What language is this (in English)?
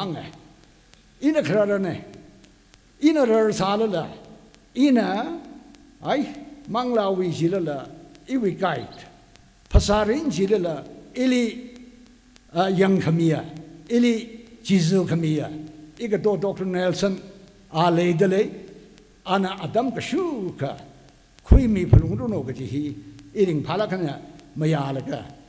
Tangkhul Naga (India)